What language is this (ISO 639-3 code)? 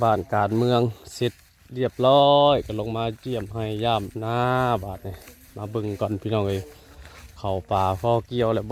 tts